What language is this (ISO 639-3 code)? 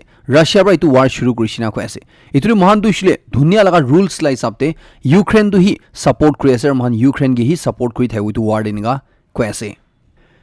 nag